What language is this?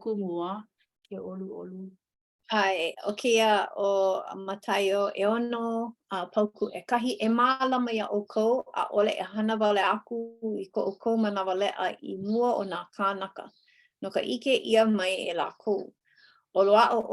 Hawaiian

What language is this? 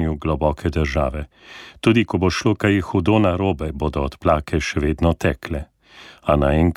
Slovenian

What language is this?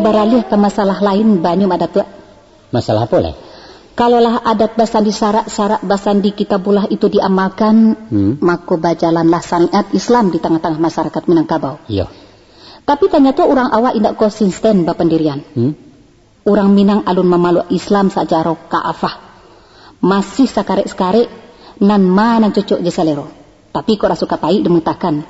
Minangkabau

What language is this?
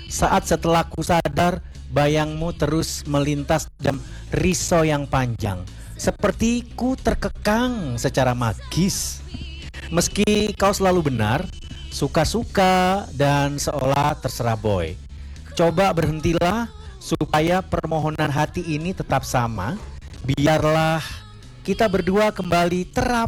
Indonesian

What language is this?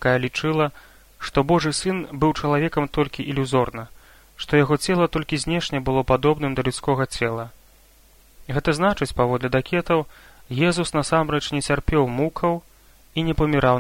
Belarusian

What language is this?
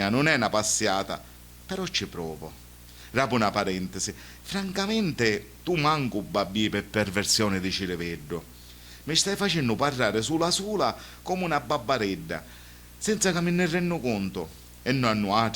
Sicilian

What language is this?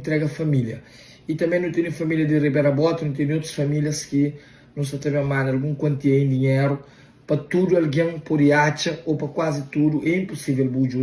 Kabuverdianu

